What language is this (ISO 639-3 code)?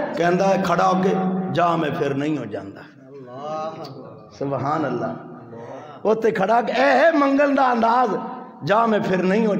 lah